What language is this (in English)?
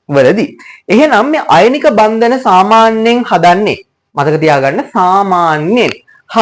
Sinhala